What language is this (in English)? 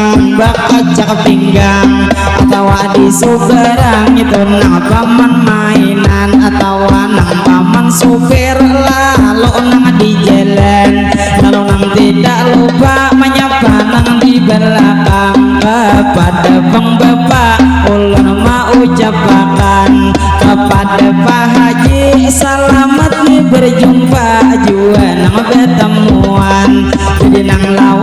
Banjar